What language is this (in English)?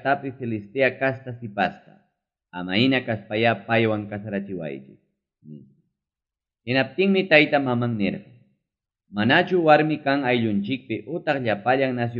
Ayacucho Quechua